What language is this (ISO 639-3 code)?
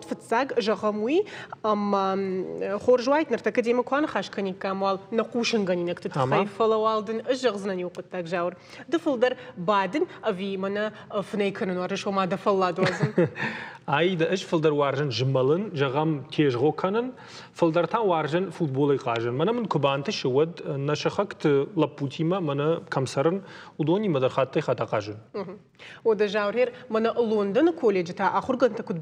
oss